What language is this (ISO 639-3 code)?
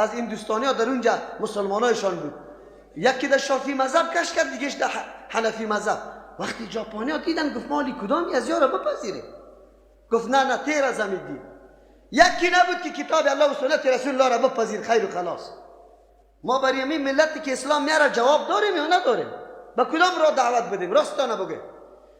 fas